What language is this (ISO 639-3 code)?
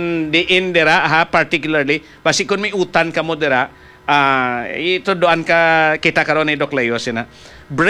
hil